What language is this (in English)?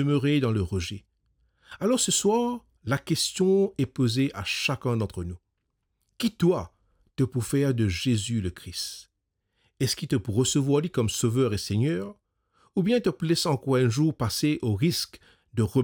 Morisyen